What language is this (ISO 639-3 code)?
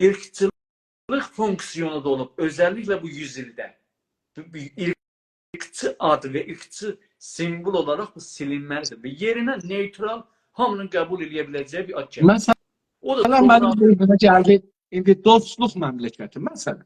azb